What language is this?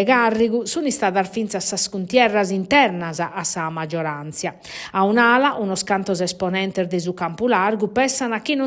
Sardinian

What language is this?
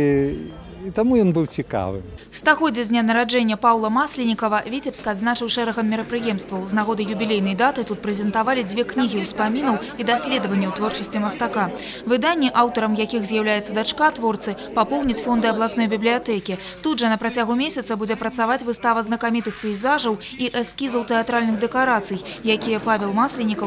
Belarusian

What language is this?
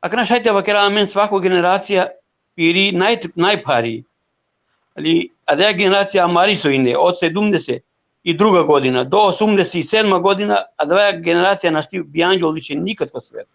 Balkan Romani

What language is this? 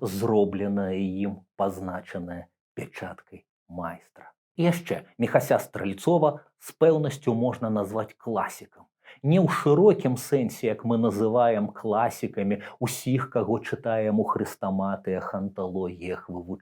Belarusian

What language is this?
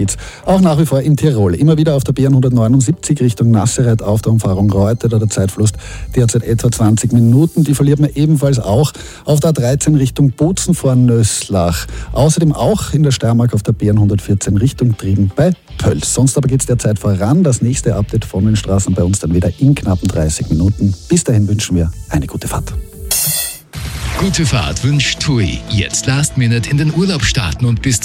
German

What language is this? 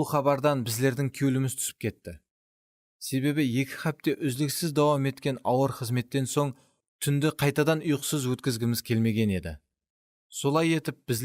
Kara-Kalpak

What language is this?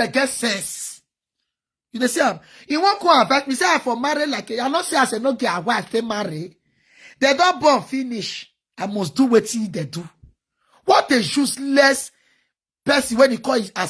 Nigerian Pidgin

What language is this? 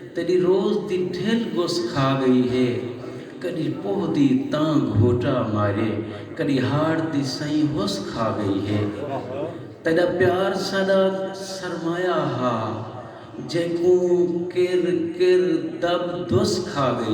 Saraiki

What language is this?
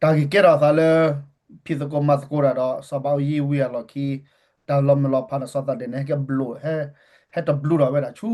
S'gaw Karen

